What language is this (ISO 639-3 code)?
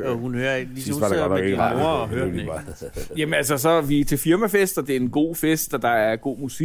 dan